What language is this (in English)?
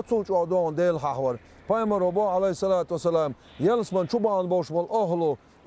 Chechen